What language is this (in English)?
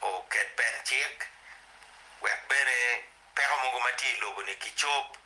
Acoli